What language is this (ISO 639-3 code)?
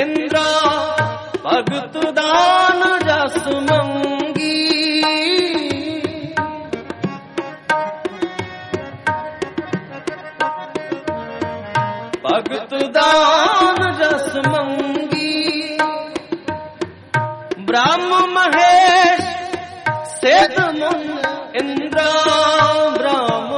pan